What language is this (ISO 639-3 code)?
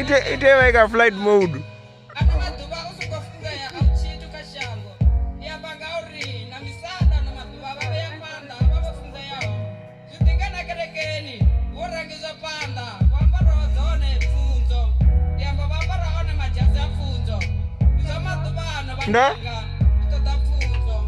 ven